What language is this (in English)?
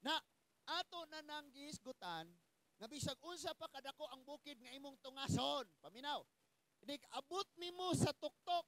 Cebuano